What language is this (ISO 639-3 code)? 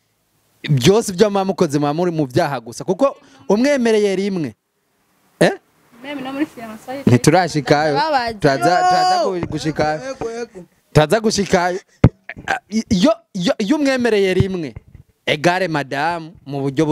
run